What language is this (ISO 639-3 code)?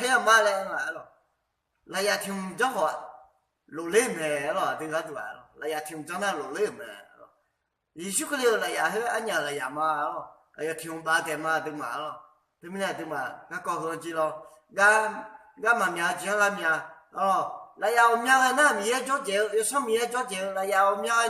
ahk